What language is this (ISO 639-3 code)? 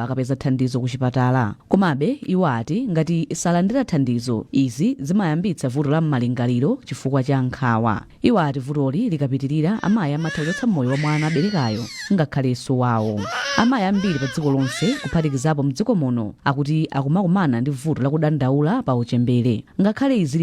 nya